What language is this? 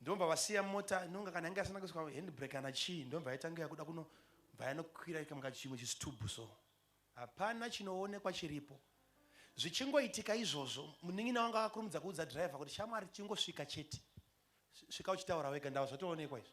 Shona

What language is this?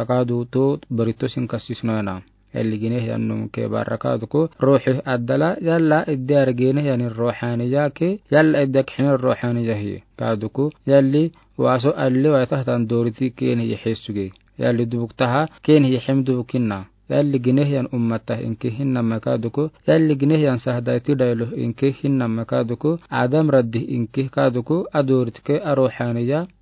Afar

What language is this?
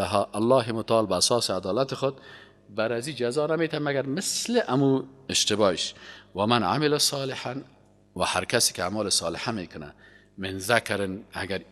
Persian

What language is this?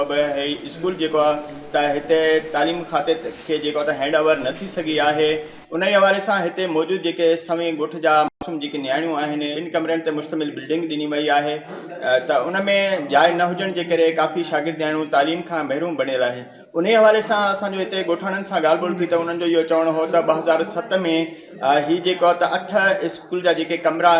Sindhi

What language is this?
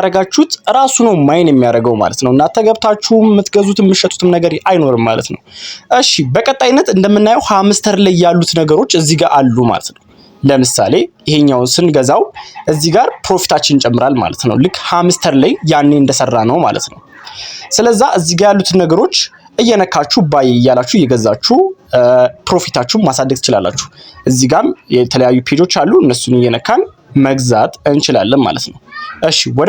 Amharic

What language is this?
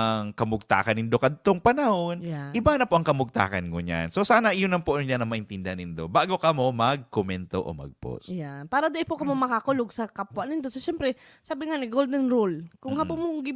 Bikol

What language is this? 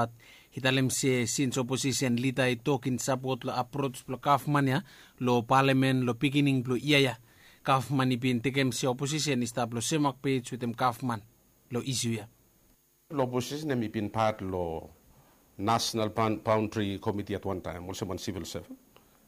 Bislama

